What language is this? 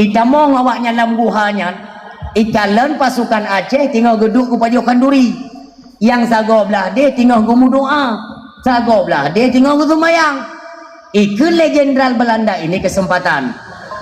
Achinese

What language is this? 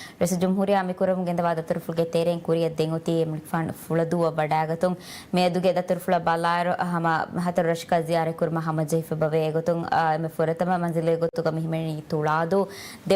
Divehi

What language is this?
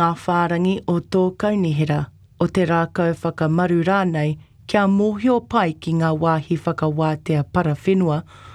Māori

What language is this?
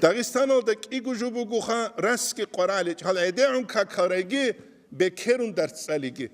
Avaric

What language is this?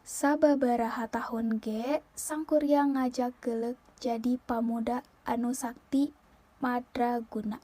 Sundanese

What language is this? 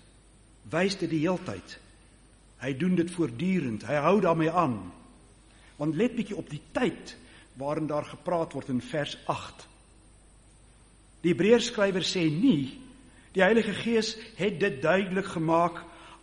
Afrikaans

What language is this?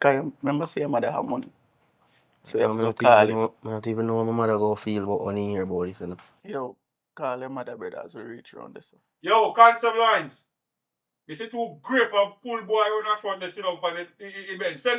Jamaican Creole English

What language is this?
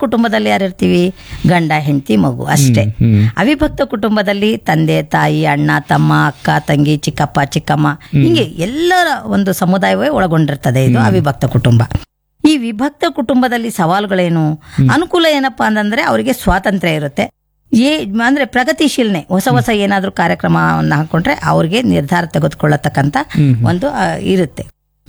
Kannada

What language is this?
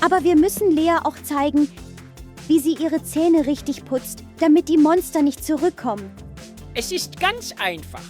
Swiss German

